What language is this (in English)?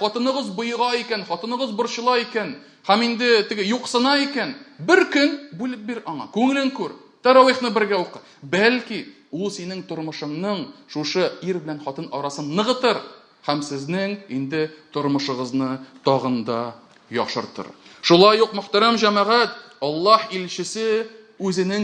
Tatar